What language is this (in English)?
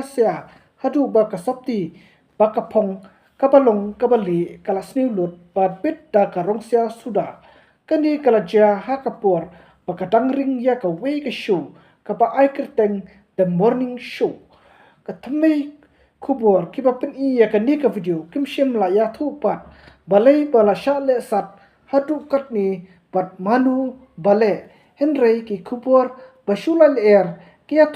Khasi